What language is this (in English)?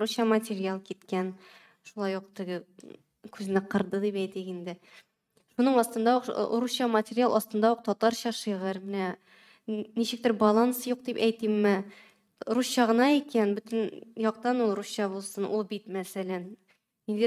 Tatar